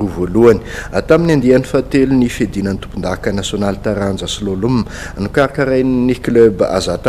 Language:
Malagasy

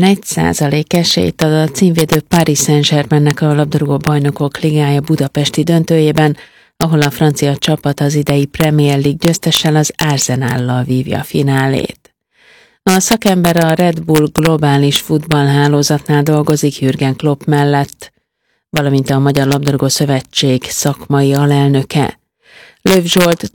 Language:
Hungarian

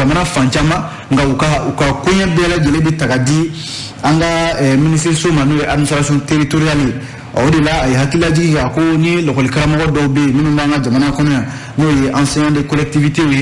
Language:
Bambara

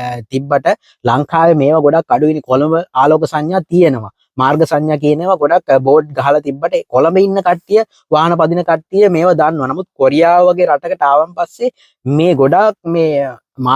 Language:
Sinhala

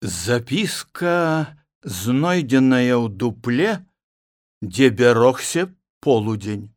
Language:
Belarusian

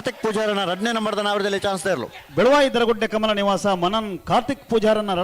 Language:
Tulu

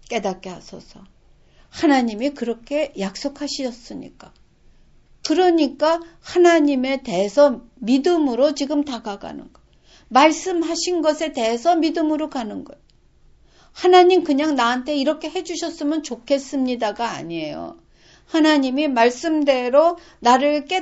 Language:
Korean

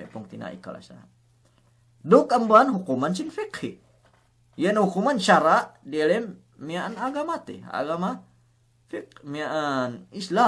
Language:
Yakan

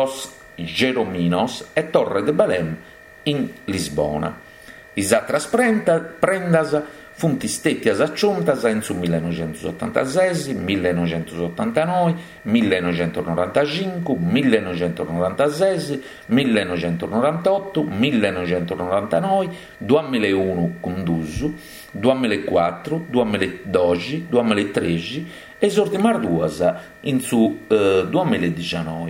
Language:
Sardinian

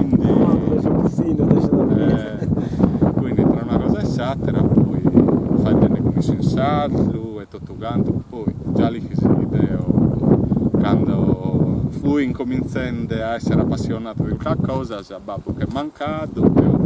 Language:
Sardinian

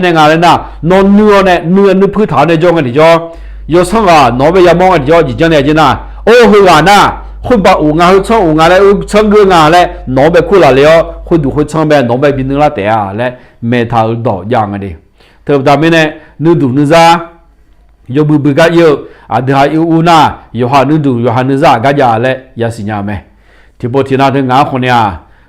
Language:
Akha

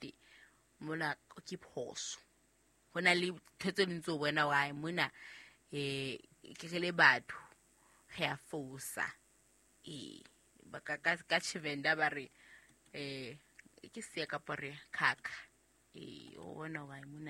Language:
Southern Sotho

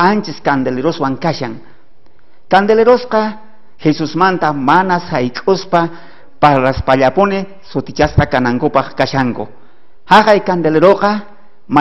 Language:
South Bolivian Quechua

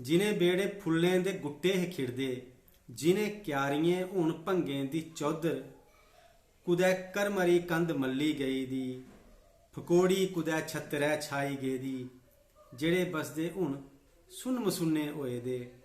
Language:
Dogri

